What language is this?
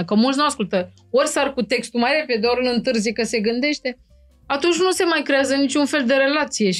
Romanian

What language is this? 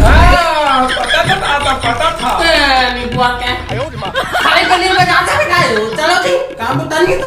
Chhattisgarhi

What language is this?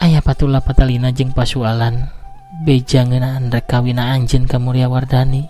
Sundanese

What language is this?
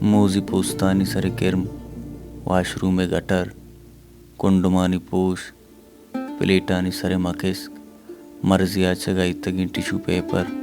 Baluchi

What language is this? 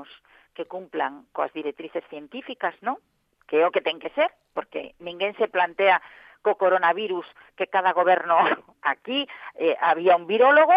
Galician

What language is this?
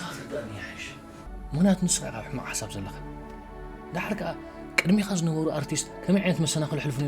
Tigrinya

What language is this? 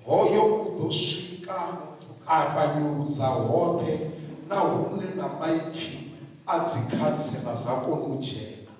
Venda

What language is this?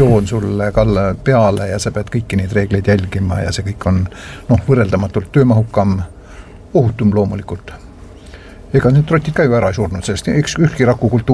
Estonian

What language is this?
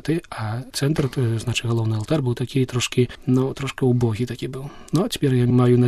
Belarusian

